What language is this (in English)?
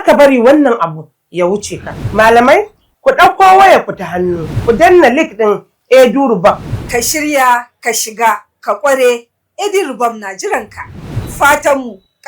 Hausa